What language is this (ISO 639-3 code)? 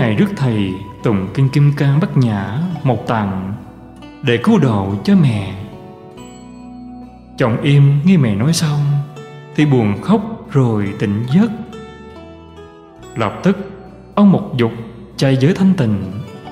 vie